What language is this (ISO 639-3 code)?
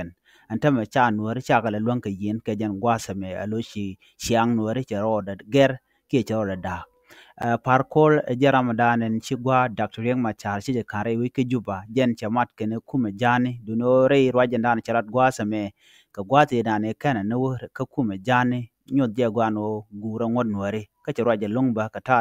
nus